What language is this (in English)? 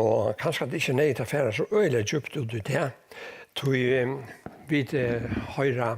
Faroese